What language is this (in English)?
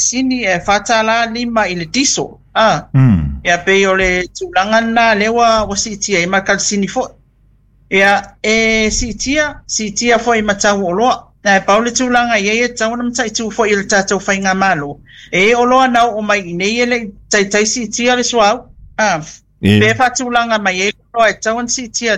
Samoan